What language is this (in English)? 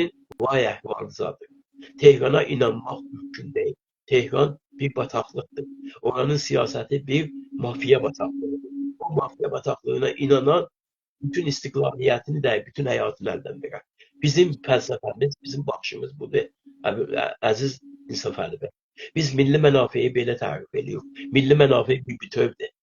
South Azerbaijani